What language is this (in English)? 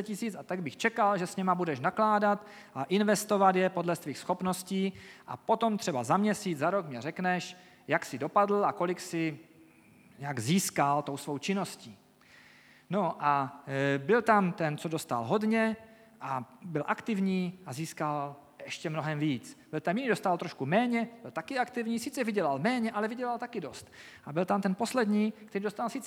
Czech